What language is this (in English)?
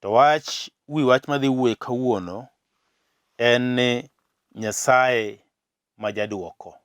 Luo (Kenya and Tanzania)